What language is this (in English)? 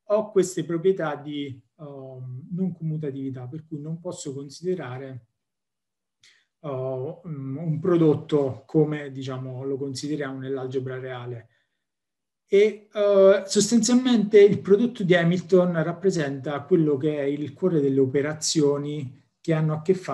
Italian